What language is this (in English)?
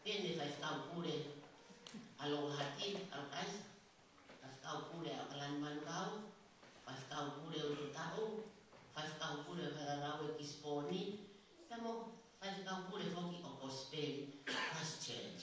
Tongan